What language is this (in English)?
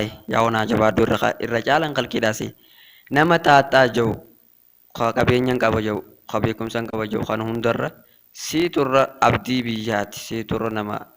Oromo